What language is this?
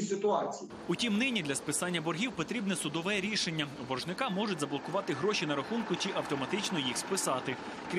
Ukrainian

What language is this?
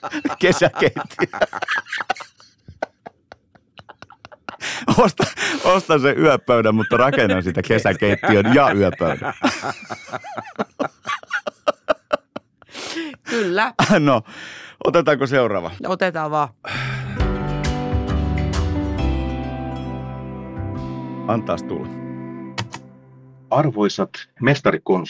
Finnish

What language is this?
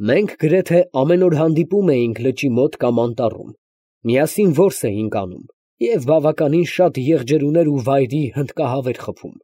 Armenian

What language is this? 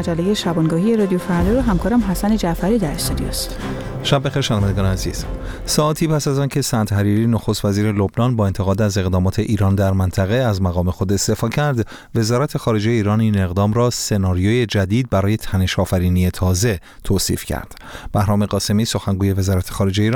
Persian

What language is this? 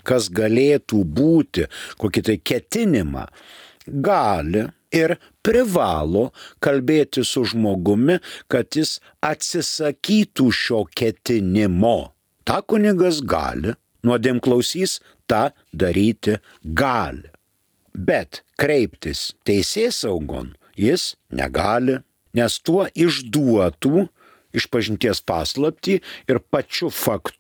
Lithuanian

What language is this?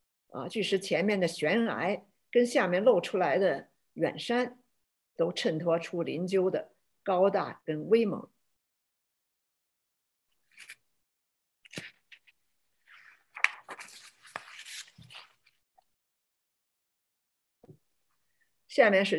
Chinese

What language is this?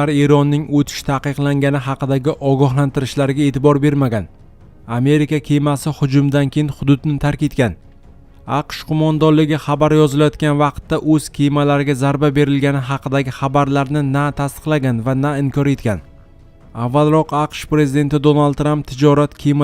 Uzbek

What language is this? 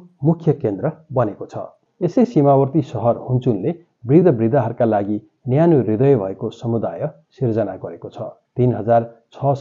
Nepali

